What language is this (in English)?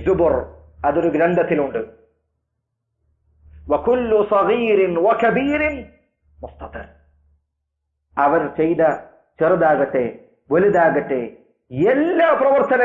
Malayalam